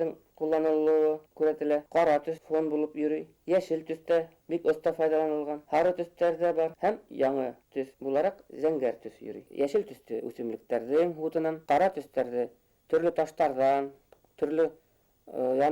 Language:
Bashkir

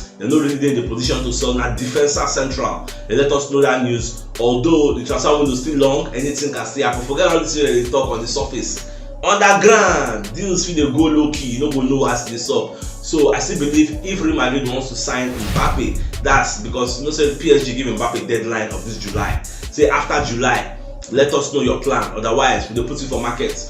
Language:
Nigerian Pidgin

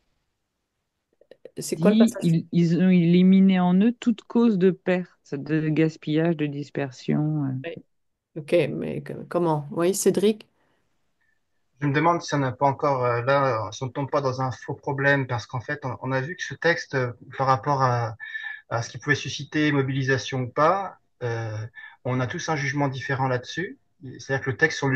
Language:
French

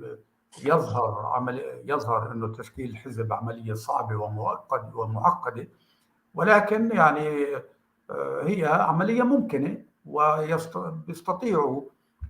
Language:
North Levantine Arabic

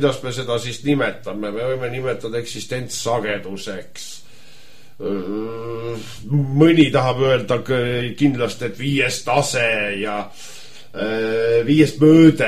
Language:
Estonian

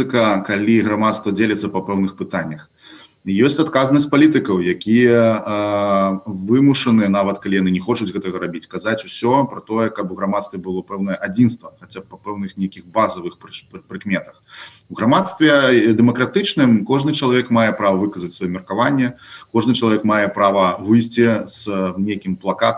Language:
Belarusian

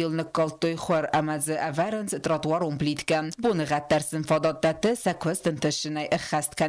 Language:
Ossetic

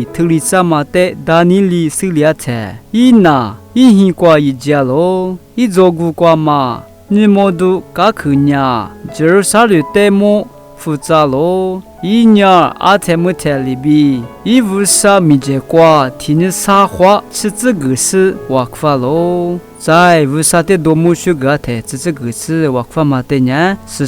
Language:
Lisu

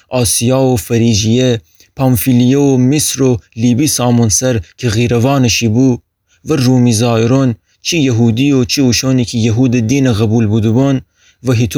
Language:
Gilaki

